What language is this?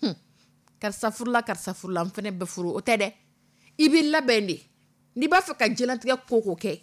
Dyula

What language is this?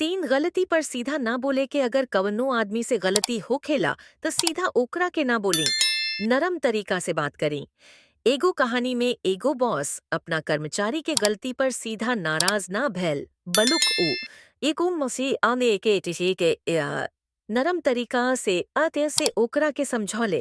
Bhojpuri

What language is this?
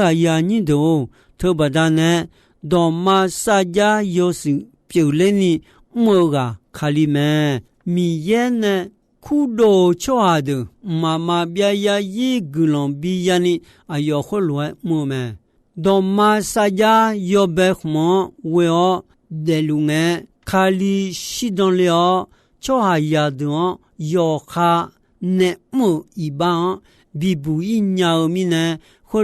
Akha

